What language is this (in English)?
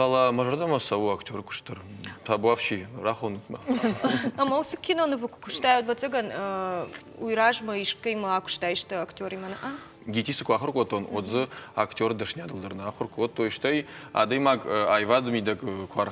Ossetic